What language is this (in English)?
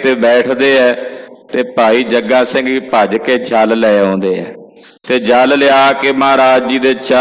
Punjabi